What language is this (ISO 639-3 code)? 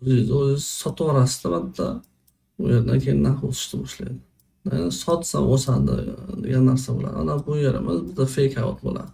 uzb